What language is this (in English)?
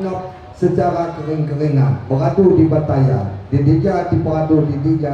Lampung Api